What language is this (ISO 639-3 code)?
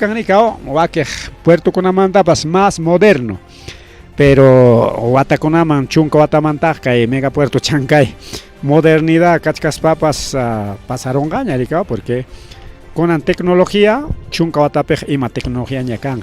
quy